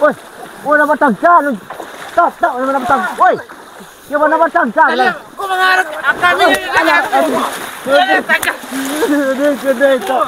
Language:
Minangkabau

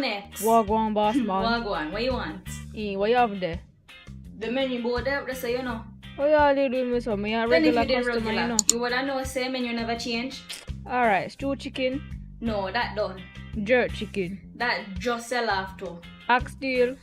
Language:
Jamaican Creole English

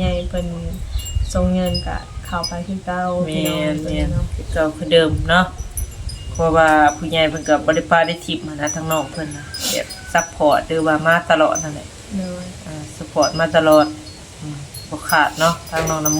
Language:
Northeastern Thai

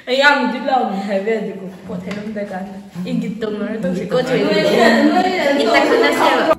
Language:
Manipuri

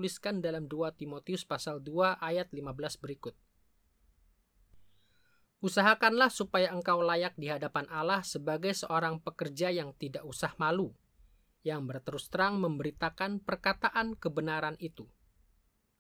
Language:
Indonesian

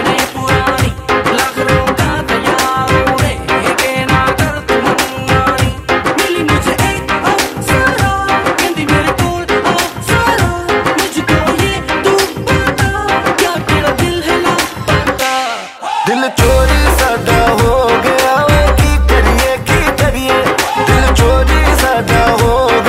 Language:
Hindi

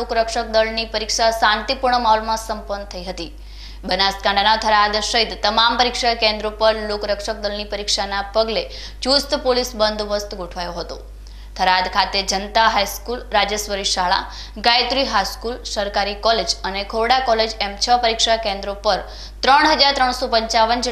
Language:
Gujarati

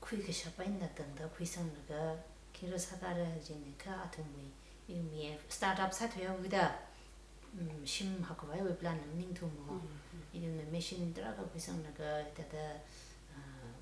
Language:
Tangkhul Naga (India)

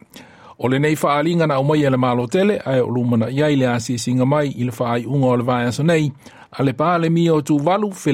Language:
Samoan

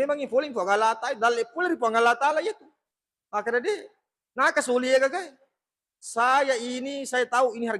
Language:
Buginese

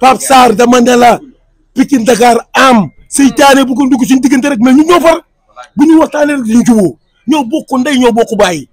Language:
Wolof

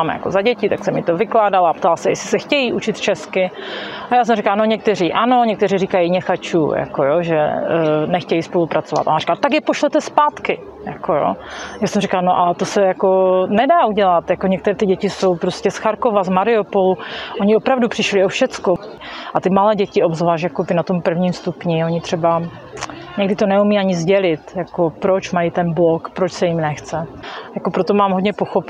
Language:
Czech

